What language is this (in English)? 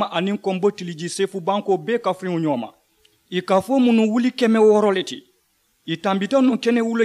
Mandingo